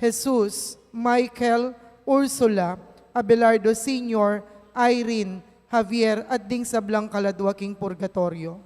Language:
Pampanga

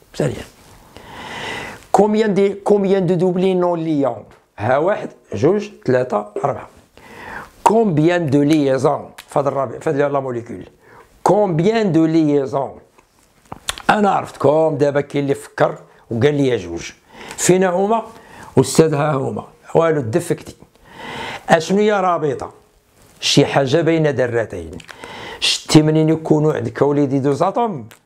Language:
Moroccan Arabic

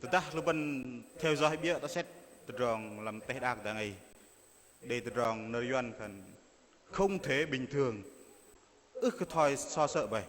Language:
Bahnar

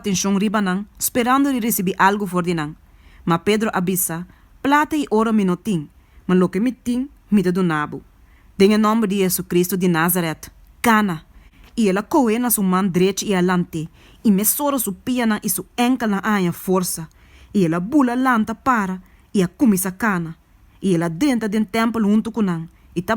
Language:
Papiamento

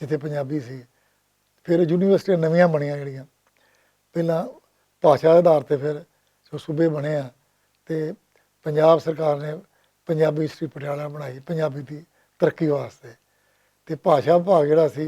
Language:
Western Panjabi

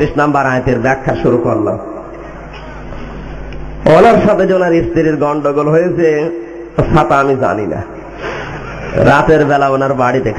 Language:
Bangla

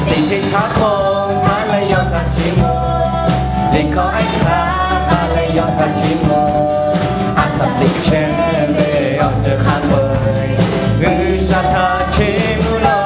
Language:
Lahu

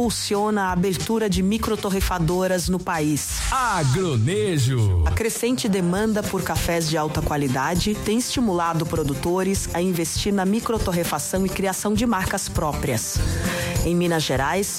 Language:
Portuguese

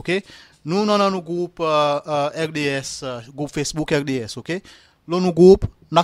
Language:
Seselwa Creole French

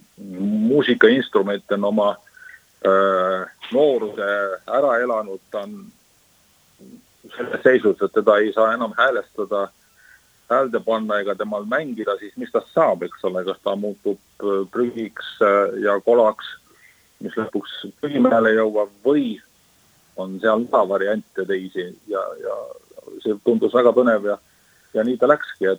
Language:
Estonian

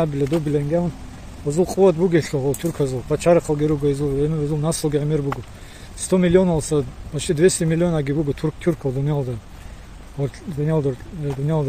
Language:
Avaric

